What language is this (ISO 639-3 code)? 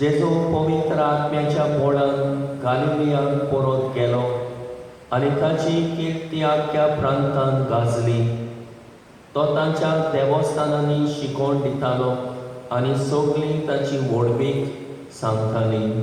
kok